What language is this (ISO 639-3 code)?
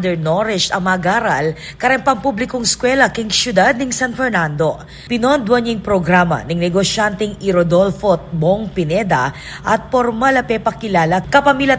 pam